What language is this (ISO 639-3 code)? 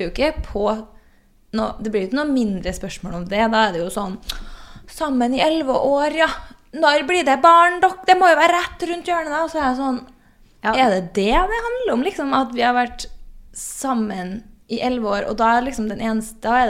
nor